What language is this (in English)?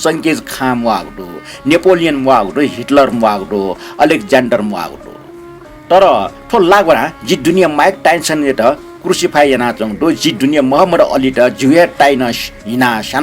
Newari